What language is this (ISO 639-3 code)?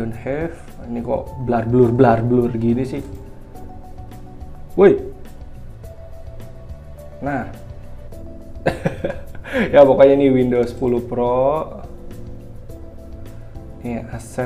ind